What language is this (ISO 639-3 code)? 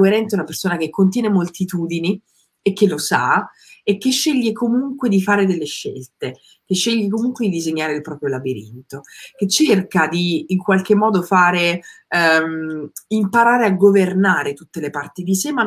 ita